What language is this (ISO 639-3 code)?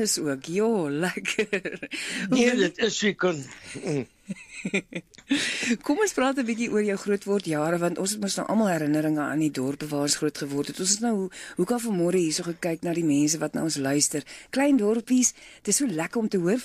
afr